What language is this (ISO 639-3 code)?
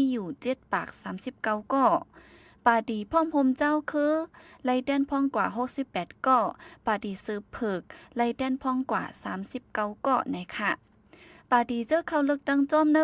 shn